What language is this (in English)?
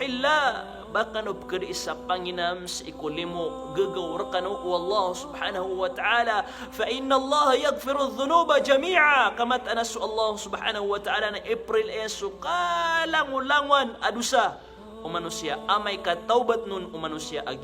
Maranao